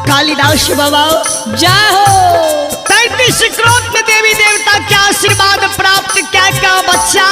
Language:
Maithili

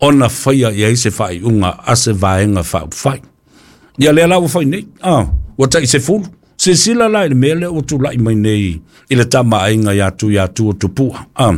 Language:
Samoan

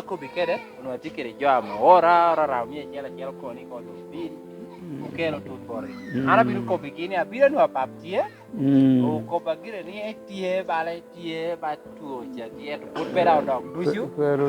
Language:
Lango (Uganda)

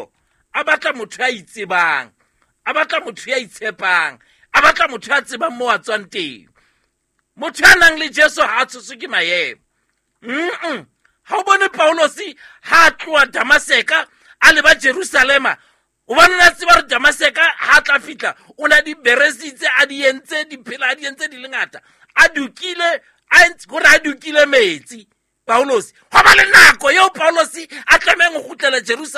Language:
Southern Sotho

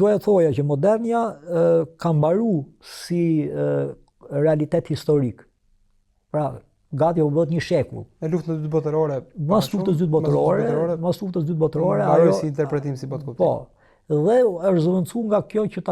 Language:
Albanian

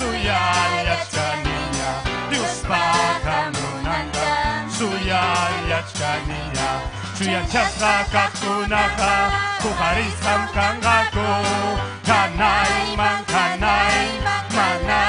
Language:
Ayacucho Quechua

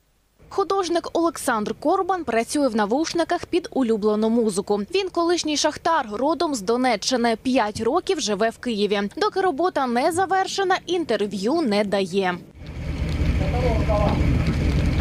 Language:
Ukrainian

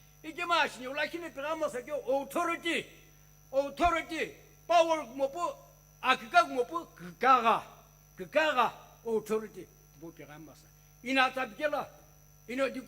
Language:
Sumi Naga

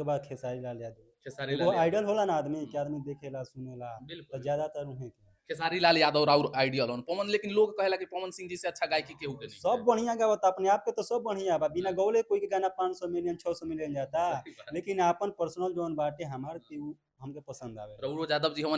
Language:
Bhojpuri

